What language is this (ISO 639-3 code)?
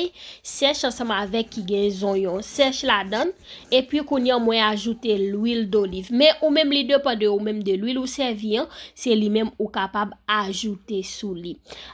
hat